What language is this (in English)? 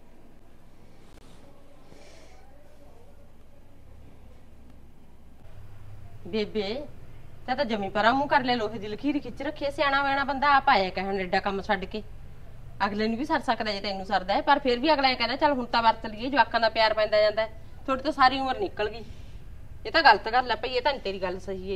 Punjabi